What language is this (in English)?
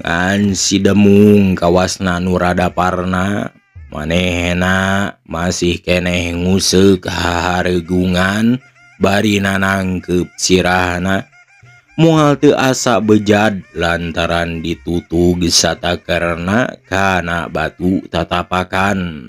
Sundanese